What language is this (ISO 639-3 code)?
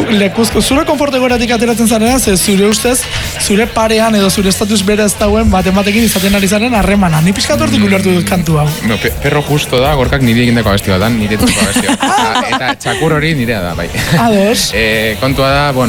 eus